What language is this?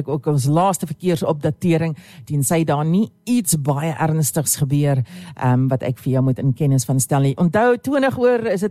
Afrikaans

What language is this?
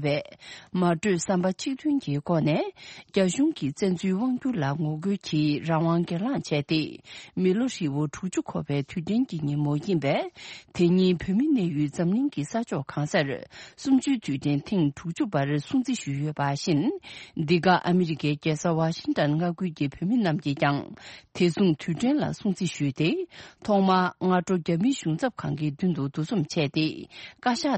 Tibetan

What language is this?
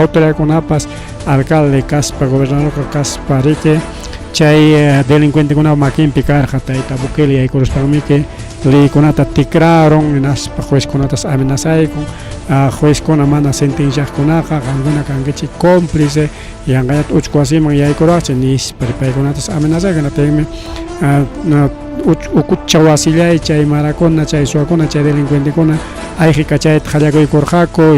Ayacucho Quechua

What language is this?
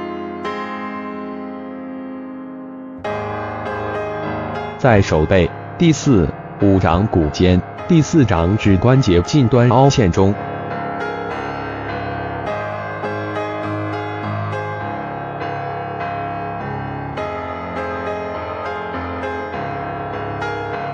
Chinese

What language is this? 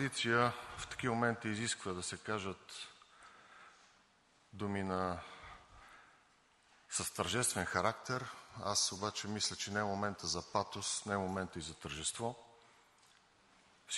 Bulgarian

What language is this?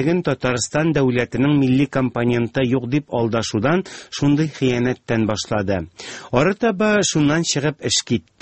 Tatar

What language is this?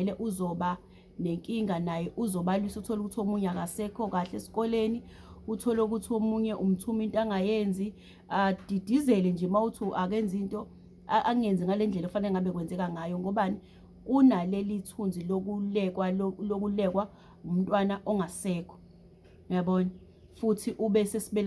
Zulu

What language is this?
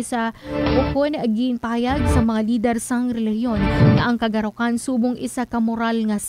Hiligaynon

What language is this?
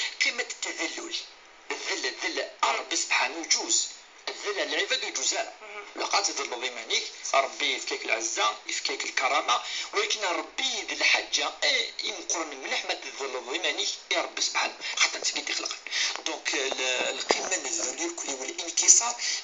Kabyle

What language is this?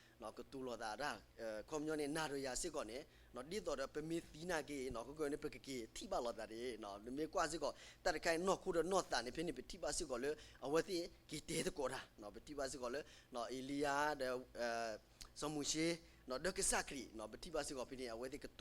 S'gaw Karen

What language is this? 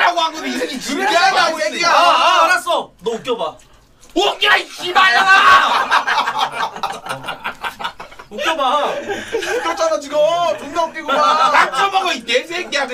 Korean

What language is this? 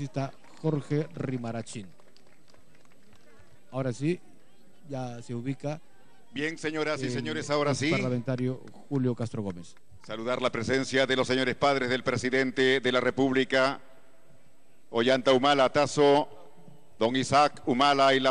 Spanish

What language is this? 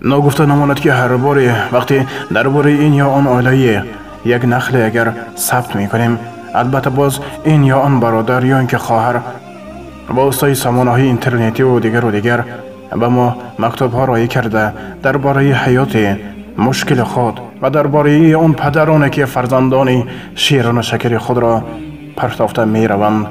Tajik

